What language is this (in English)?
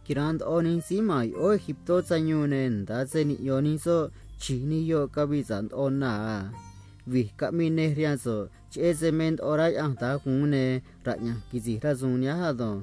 Copala Triqui